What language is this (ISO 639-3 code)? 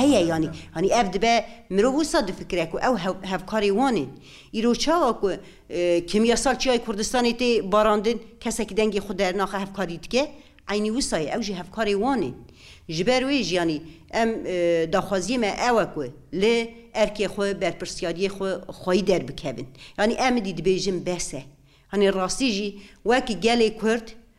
kur